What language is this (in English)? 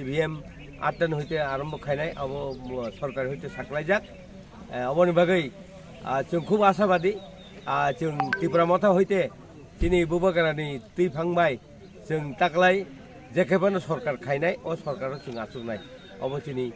Kok Borok